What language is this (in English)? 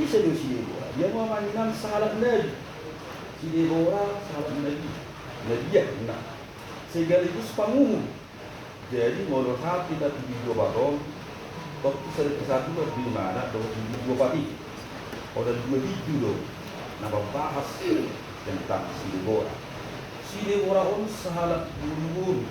Batak Toba